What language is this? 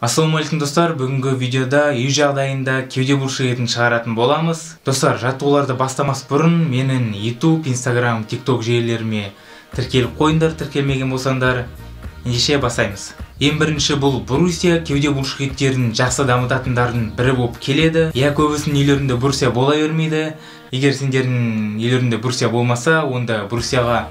Kazakh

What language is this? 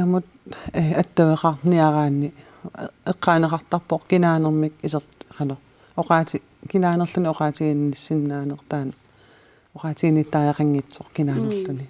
Kalaallisut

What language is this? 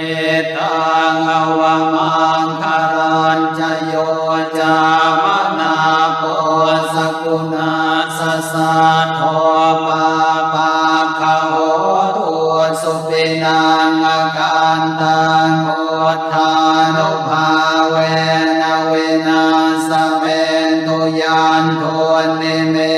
Pali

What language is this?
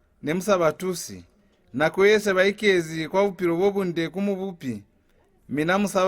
Lozi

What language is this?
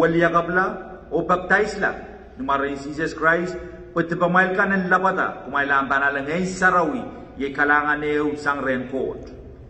Pohnpeian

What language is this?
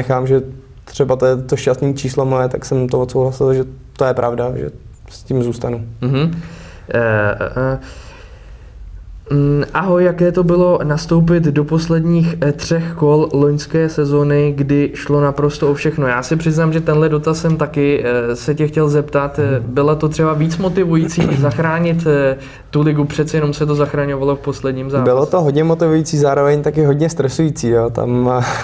Czech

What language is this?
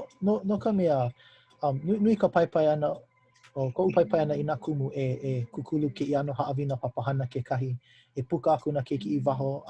Hawaiian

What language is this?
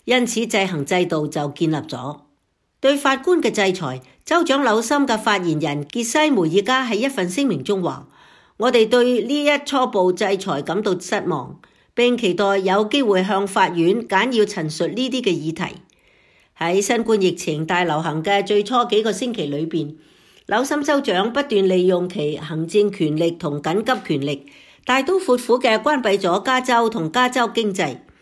Cantonese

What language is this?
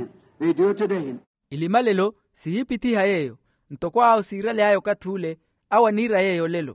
Makhuwa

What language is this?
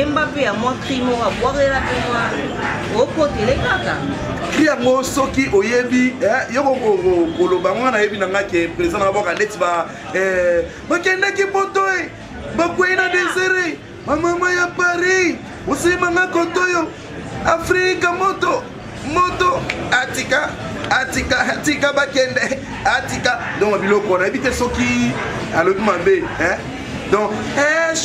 Lingala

